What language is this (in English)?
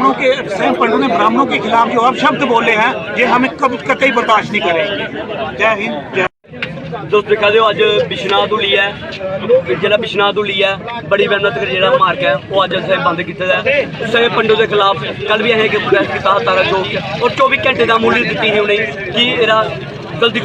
Dogri